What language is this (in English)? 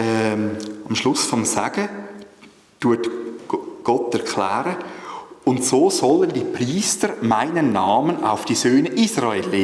Swiss German